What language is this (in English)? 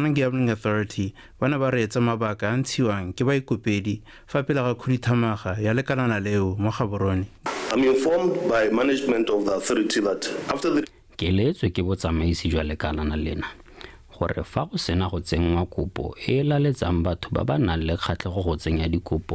Tswana